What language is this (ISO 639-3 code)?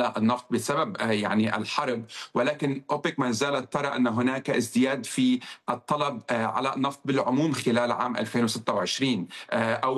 ara